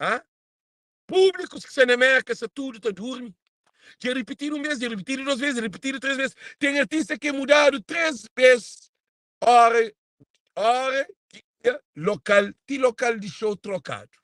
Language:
Kabuverdianu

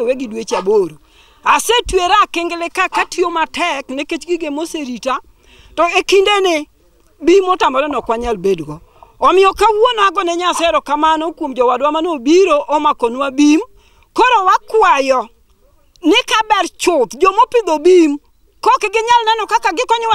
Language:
Luo (Kenya and Tanzania)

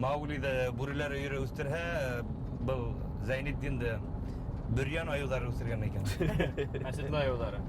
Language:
Bashkir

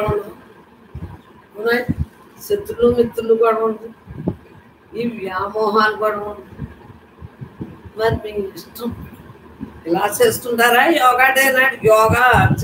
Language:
Telugu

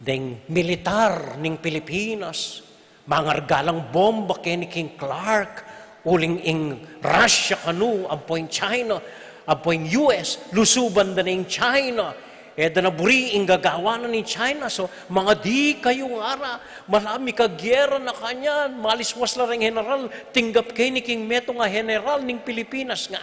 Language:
Pampanga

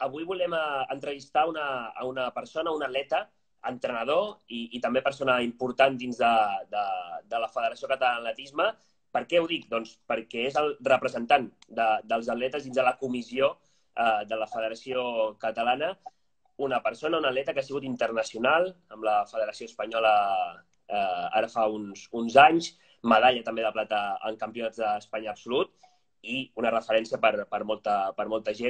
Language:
Catalan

